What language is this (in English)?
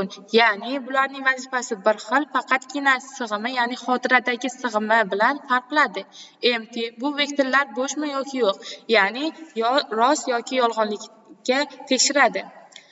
Uzbek